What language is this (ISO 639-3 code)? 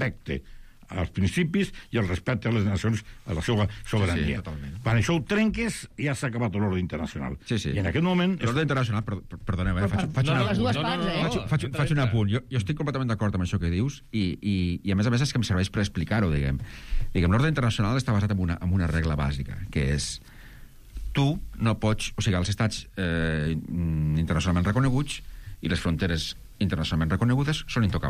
cat